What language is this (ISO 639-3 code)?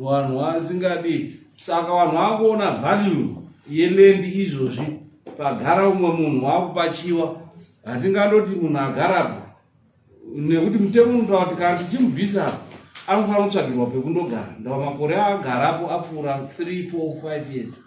sna